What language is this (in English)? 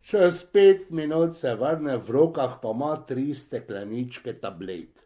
Slovenian